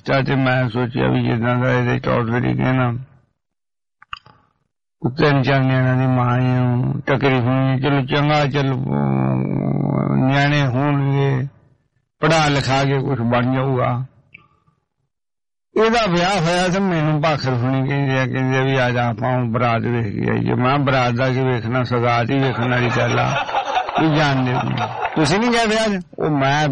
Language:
Punjabi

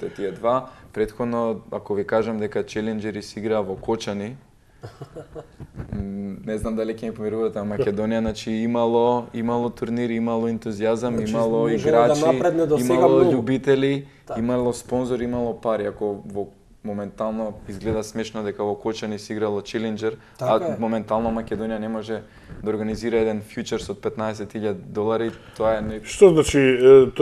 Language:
Macedonian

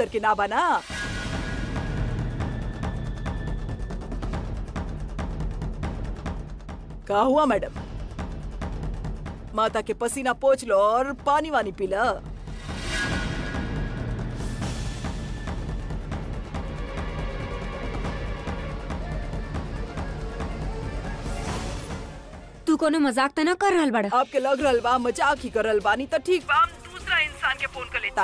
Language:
Bhojpuri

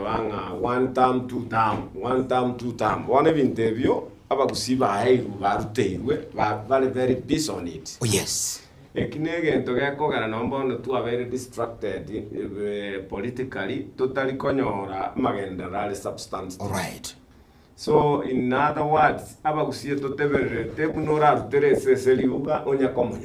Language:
Gusii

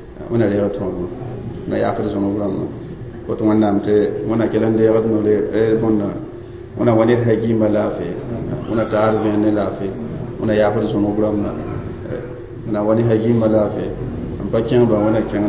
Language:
Mossi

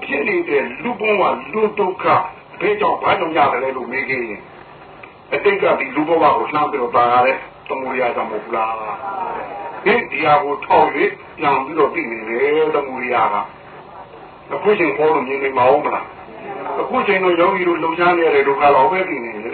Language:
Burmese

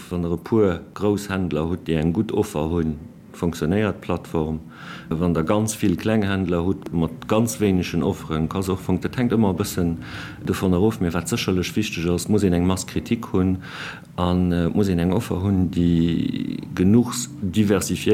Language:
Luxembourgish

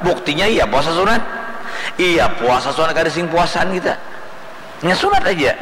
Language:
Banjar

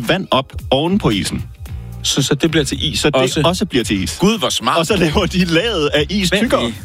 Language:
Danish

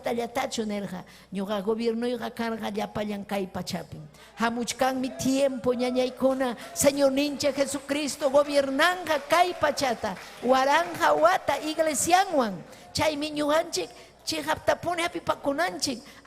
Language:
Ayacucho Quechua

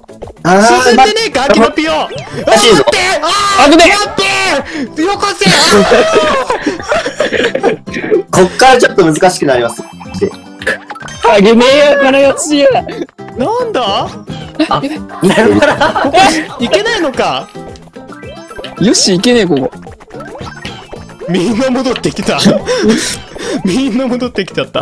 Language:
Japanese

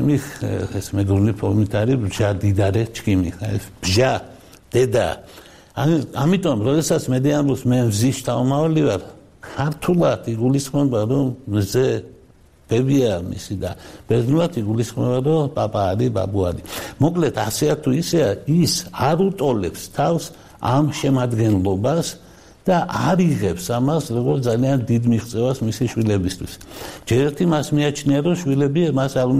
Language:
Georgian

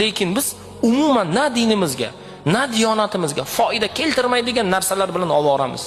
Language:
Uzbek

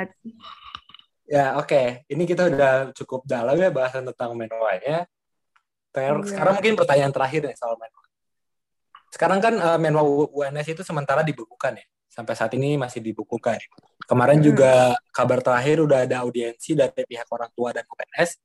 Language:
Indonesian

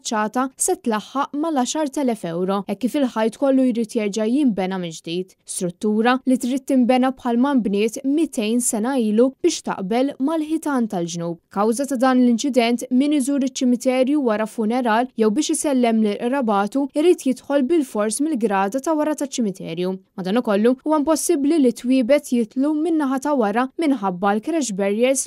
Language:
Maltese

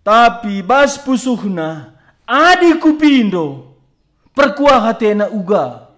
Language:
Batak Karo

